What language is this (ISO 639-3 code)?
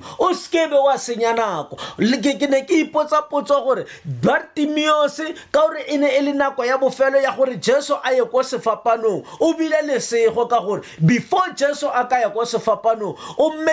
tsn